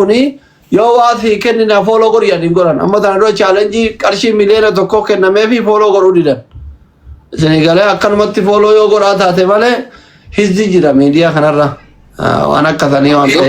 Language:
Oromo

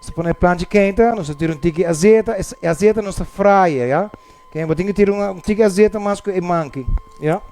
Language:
Papiamento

